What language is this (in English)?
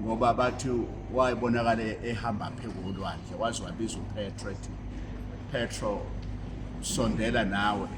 Zulu